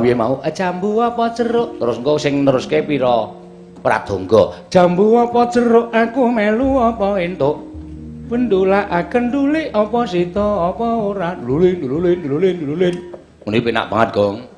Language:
Javanese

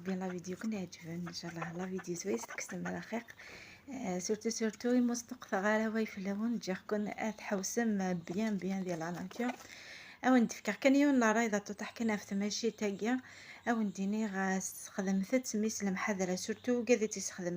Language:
Kabyle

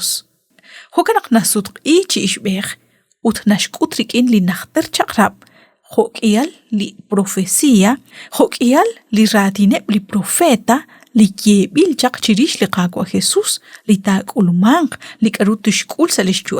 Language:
Kekchí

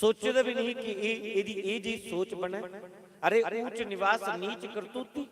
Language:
Dogri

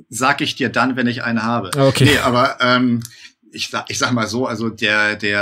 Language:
German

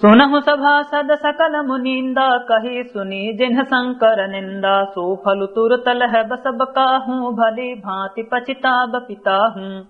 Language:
Awadhi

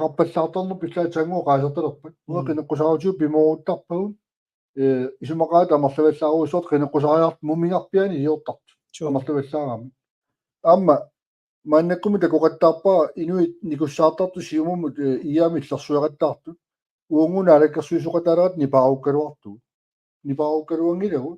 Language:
Kalaallisut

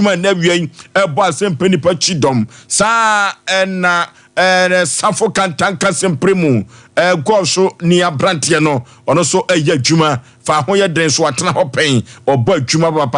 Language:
Akan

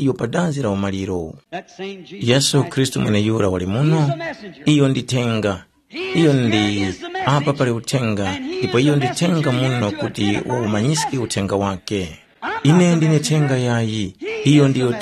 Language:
Tumbuka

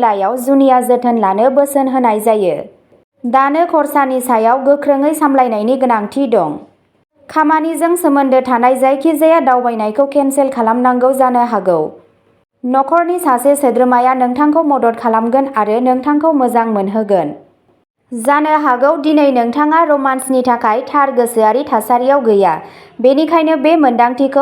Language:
Bodo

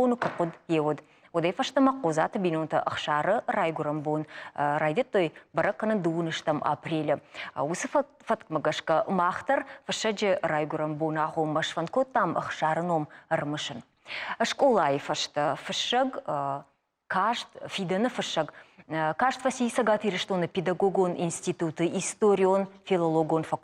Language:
Ossetic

